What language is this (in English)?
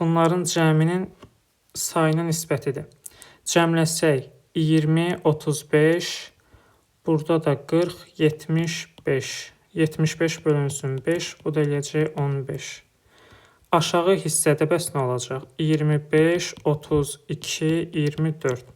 Azerbaijani